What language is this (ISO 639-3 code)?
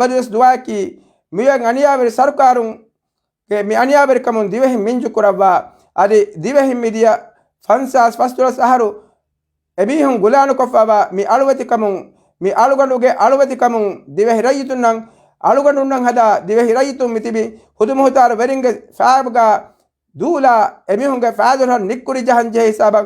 div